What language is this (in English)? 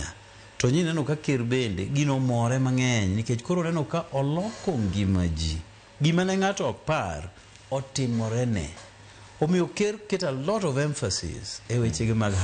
Luo (Kenya and Tanzania)